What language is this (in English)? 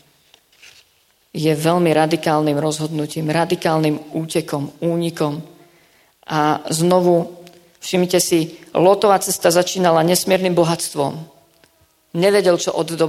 Slovak